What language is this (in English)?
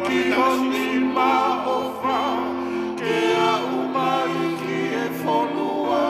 Tongan